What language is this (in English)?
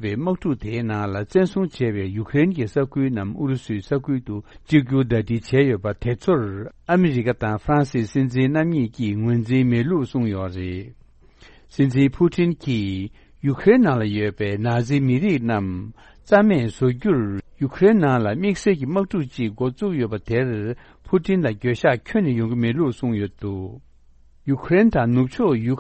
Tibetan